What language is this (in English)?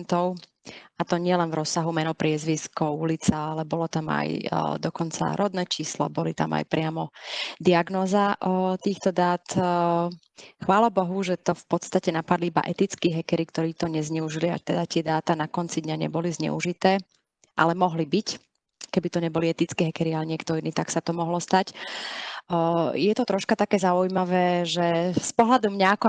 Slovak